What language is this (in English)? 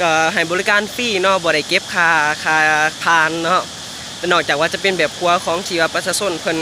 Lao